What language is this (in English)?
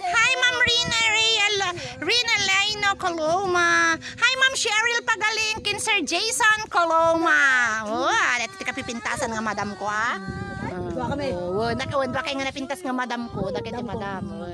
Iloko